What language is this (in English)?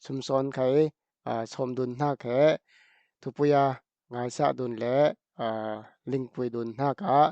Falam Chin